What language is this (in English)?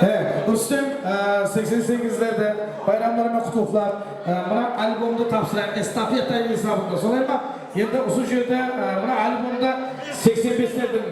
Kara-Kalpak